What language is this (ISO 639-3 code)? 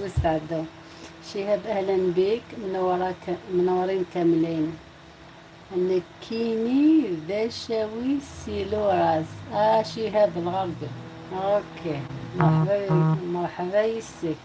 arq